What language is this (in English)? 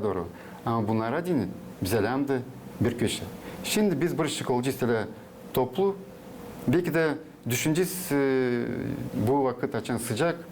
Gagauz